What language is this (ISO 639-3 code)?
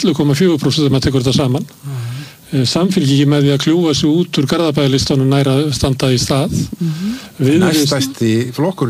isl